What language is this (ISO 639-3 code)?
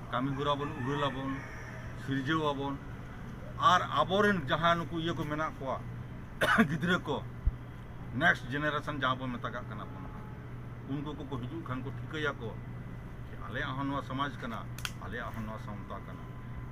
sat